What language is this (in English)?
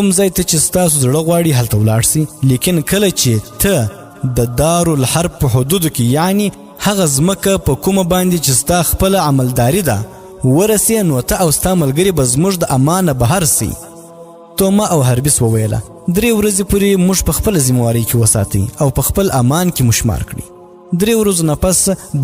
Pashto